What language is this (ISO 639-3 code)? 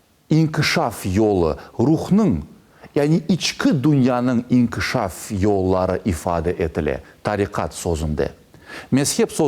crh